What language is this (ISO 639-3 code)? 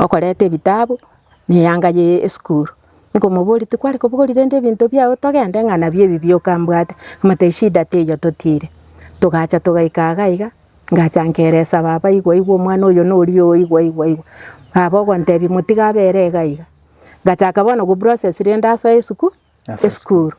guz